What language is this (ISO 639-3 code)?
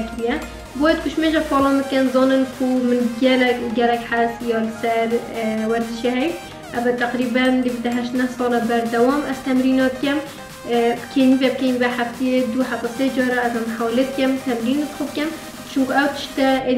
kur